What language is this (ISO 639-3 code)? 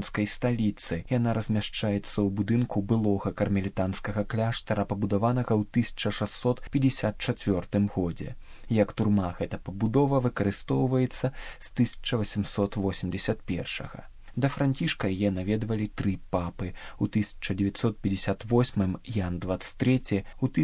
bel